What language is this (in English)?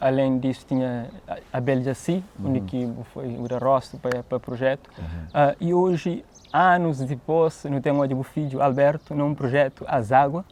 Kabuverdianu